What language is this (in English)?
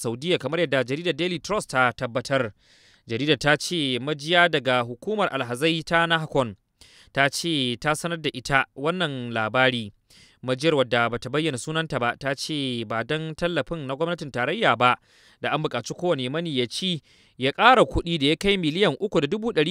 Hausa